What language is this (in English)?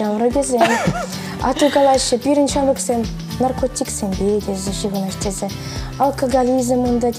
Chuvash